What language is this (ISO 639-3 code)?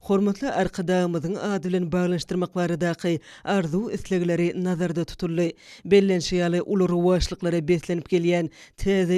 tuk